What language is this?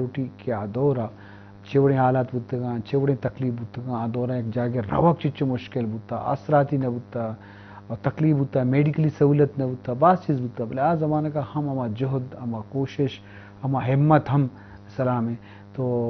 Eastern Balochi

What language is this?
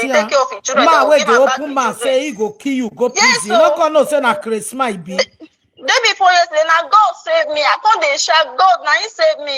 Nigerian Pidgin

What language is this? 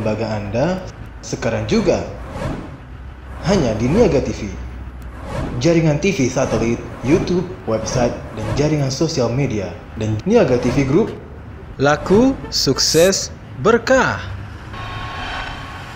Indonesian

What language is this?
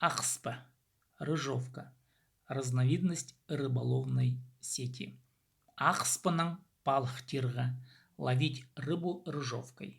Khakas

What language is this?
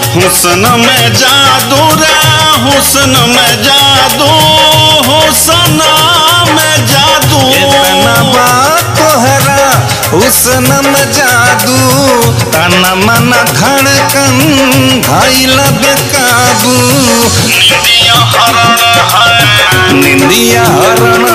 Bhojpuri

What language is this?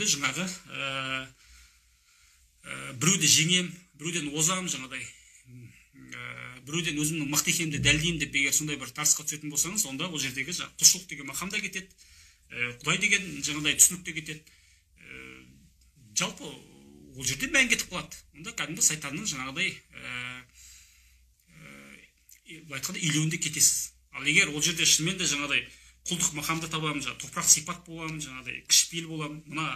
Kazakh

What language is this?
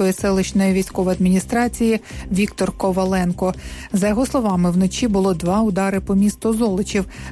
Ukrainian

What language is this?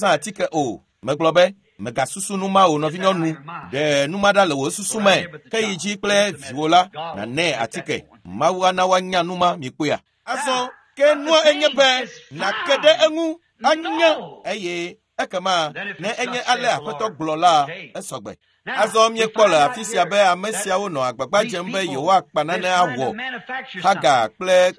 Ewe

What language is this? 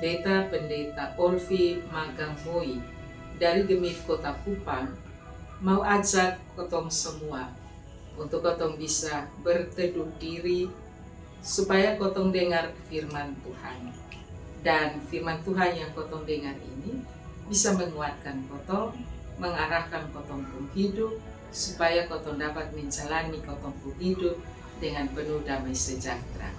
Kupang Malay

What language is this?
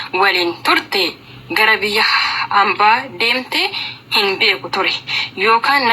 Oromo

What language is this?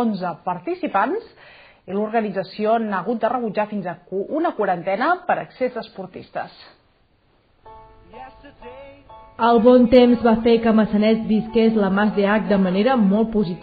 Catalan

